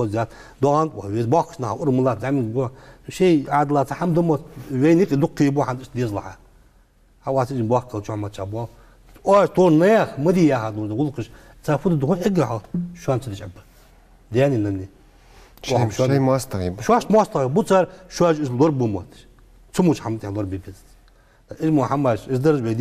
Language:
Ingush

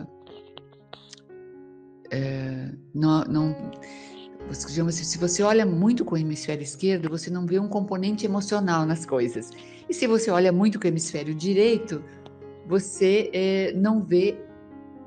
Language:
Portuguese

